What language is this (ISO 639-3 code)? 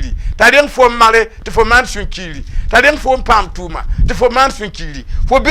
mos